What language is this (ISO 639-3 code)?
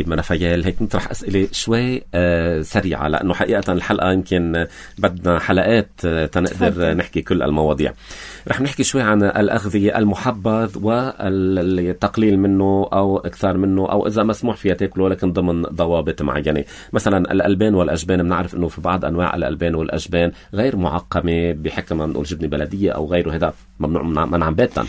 apc